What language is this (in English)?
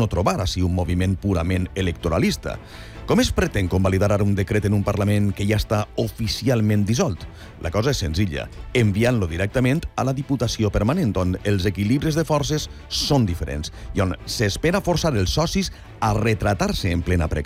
Catalan